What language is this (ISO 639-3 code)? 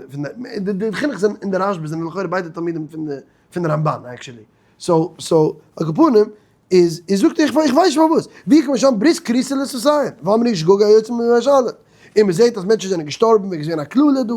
yid